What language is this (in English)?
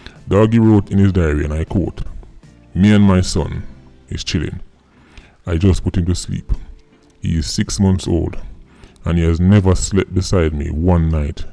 Jamaican Creole English